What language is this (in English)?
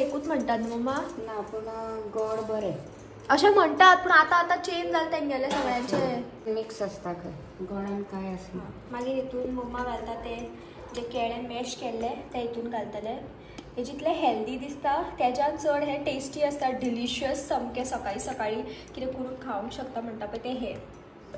Konkani